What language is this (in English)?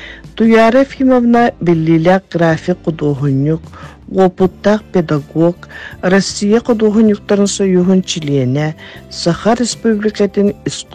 Yakut